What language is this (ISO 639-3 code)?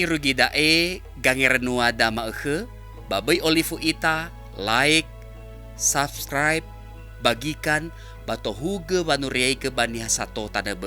nia